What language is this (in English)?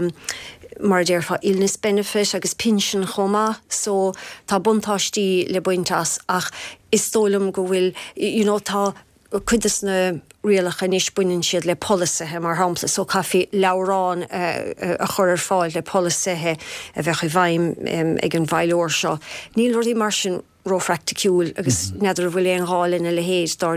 Irish